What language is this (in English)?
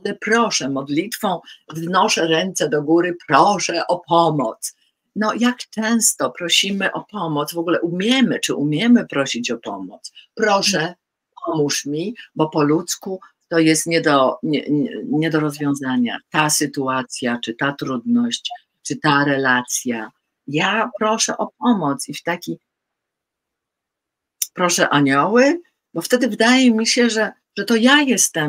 Polish